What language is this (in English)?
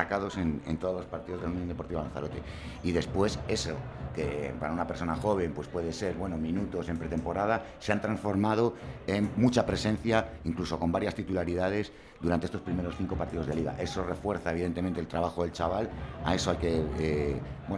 Spanish